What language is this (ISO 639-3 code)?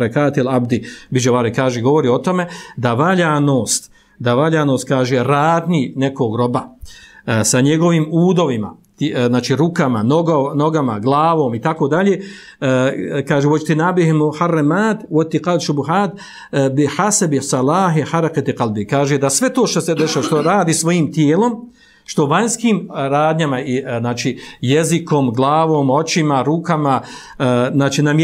bos